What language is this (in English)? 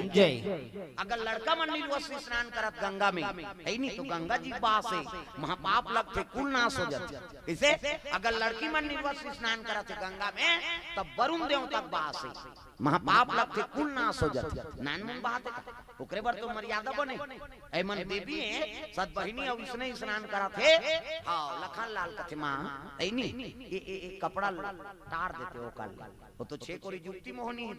Chhattisgarhi